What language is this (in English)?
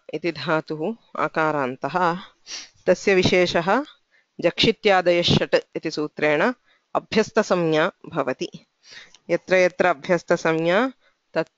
Sanskrit